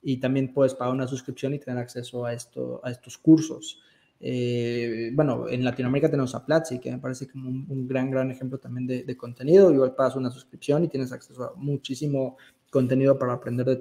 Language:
Spanish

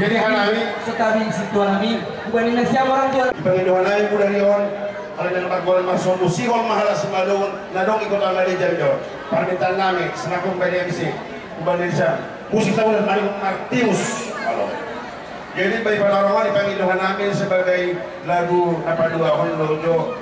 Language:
Batak Simalungun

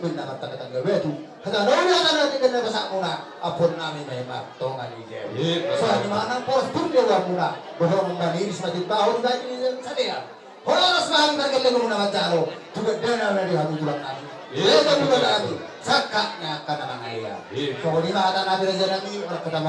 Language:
Batak Toba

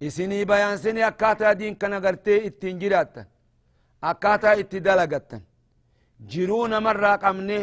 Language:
Oromo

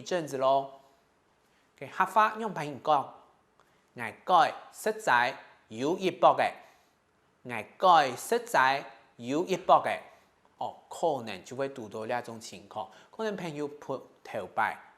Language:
Hakka Chinese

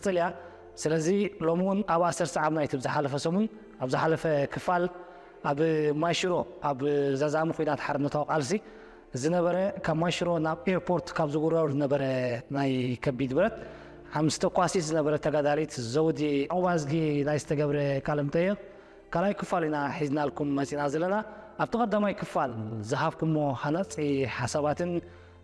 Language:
Tigrinya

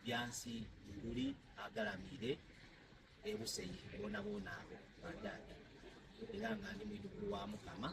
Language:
Soga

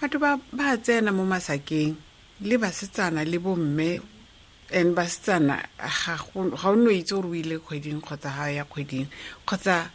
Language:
Tswana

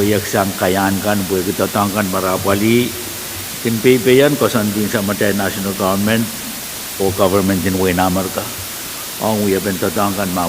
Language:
Pohnpeian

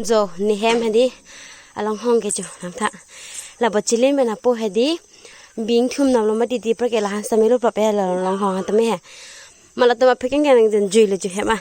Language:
Karbi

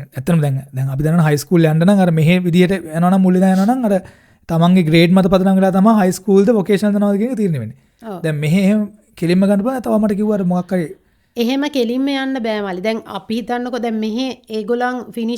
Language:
Sinhala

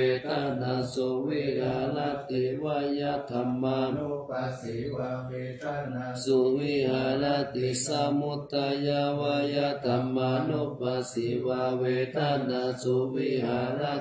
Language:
Pali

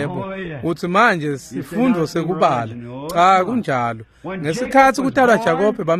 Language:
Swati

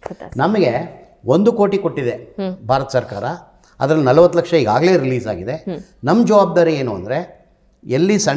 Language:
Kannada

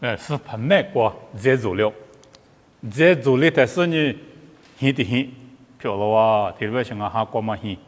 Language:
Lisu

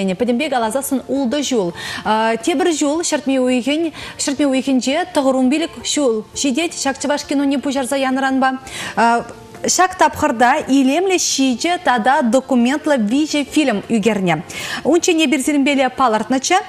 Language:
Chuvash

